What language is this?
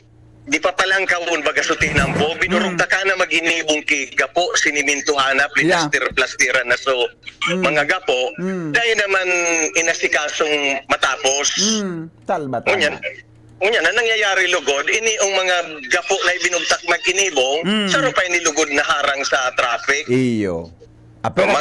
Bikol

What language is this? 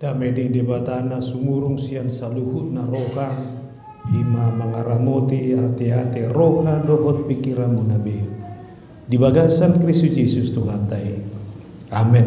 Batak Toba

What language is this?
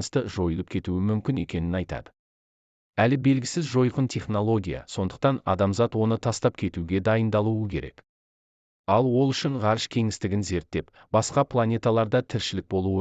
Kazakh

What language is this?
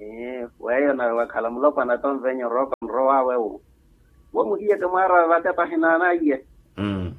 Makhuwa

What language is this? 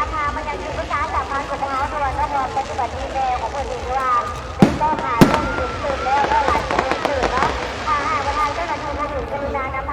Lao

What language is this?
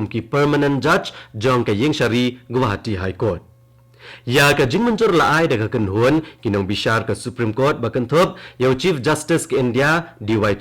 Khasi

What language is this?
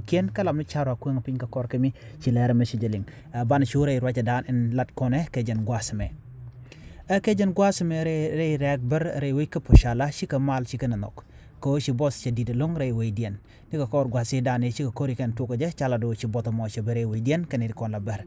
Nuer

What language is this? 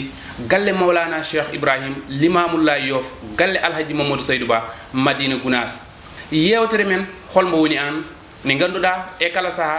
Fula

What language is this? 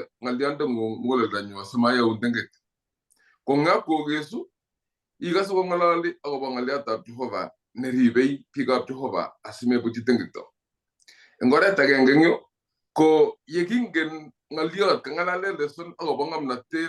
Kalenjin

